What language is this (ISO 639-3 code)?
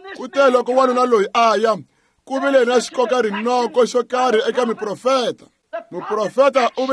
tso